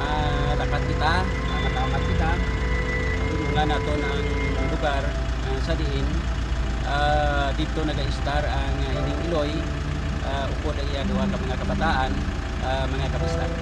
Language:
Hiligaynon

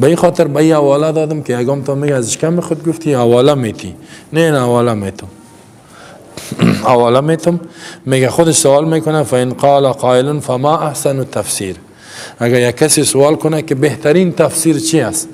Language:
Persian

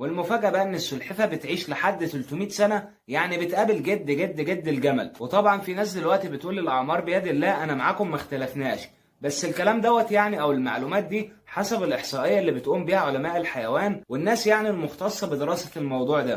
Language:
Egyptian Arabic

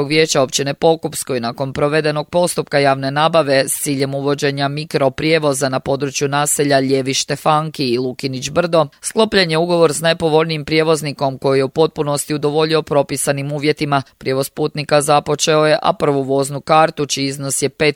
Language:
Croatian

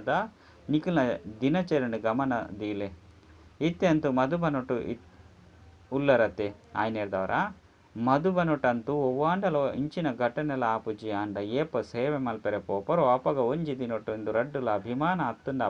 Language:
Tulu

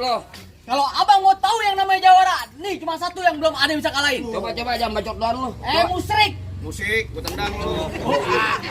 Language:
Betawi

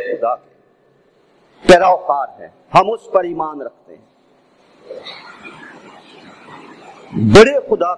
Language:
Urdu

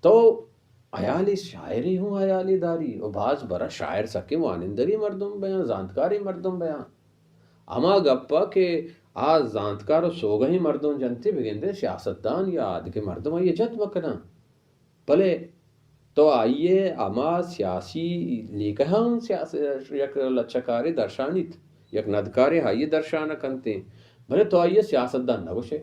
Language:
Baluchi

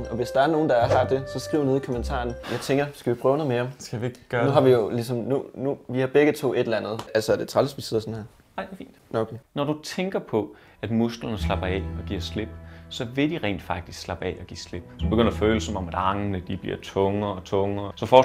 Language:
Danish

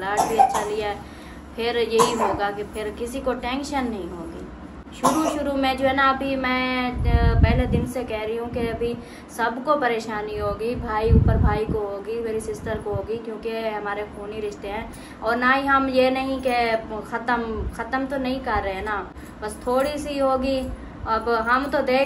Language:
Hindi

